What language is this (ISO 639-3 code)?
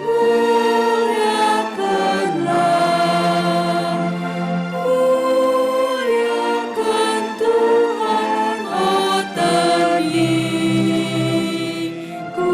btx